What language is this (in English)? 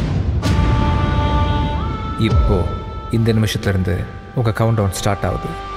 Tamil